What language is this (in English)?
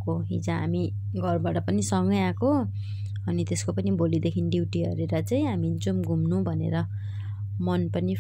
Nepali